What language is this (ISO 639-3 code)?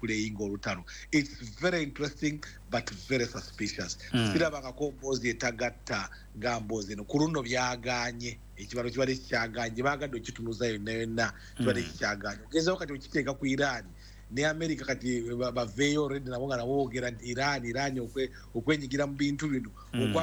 lug